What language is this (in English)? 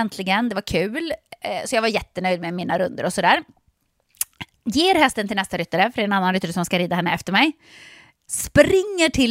Swedish